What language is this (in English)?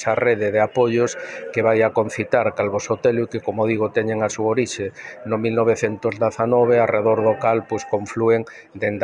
Galician